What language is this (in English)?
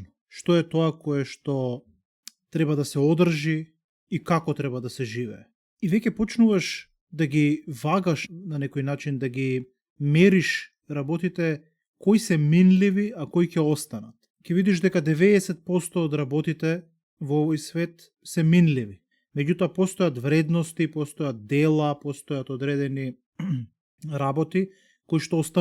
Macedonian